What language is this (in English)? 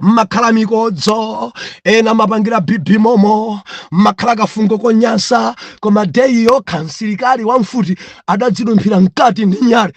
Nyanja